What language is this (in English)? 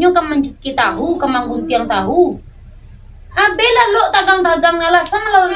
Minangkabau